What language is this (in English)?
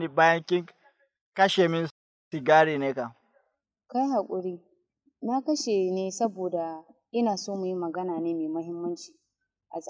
Hausa